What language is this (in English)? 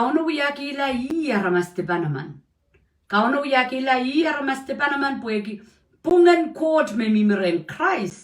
Pohnpeian